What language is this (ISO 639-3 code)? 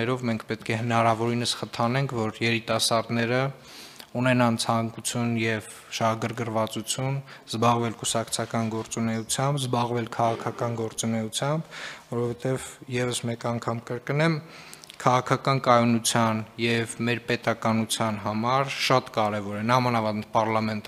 hye